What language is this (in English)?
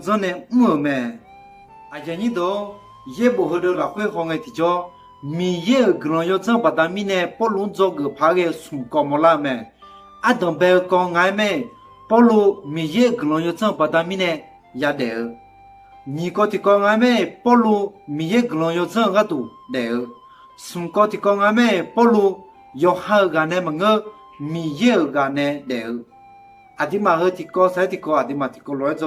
Akha